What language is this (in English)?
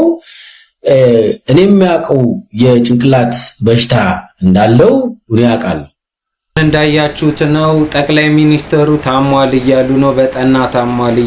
Amharic